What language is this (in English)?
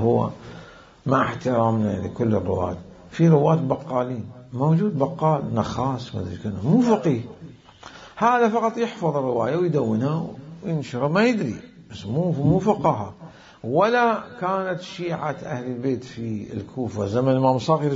Mesopotamian Arabic